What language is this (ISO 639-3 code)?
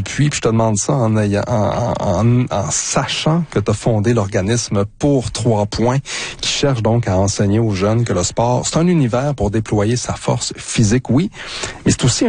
fra